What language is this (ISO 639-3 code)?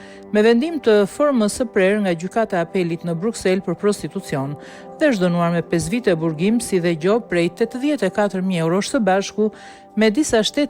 sqi